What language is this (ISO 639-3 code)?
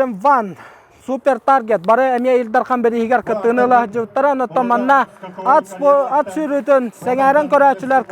sah